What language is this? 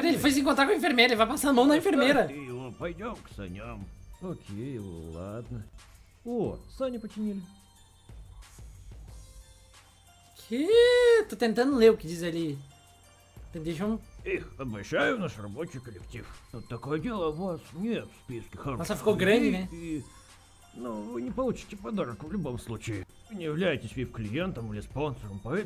Portuguese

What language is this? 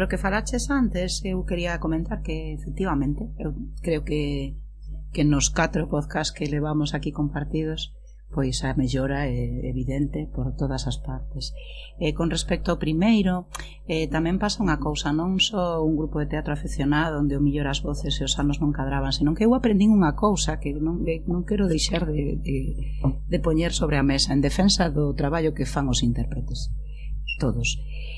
Galician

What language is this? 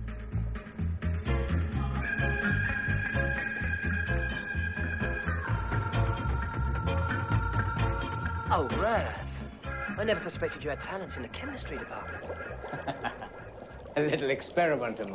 English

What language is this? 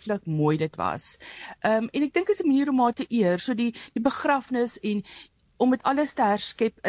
Afrikaans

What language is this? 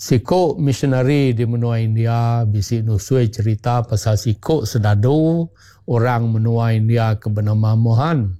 Iban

